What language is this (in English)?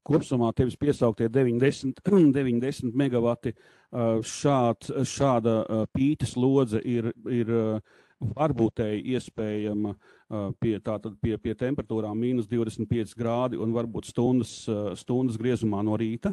Latvian